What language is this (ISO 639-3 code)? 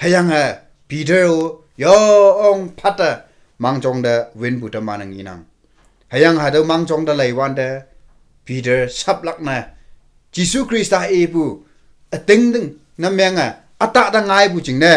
nbe